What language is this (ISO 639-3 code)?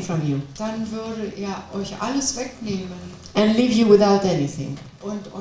deu